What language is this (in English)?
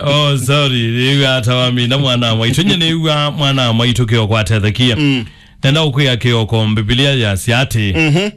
Kamba